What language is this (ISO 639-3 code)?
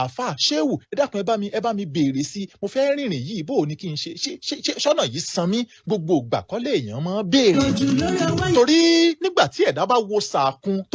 yor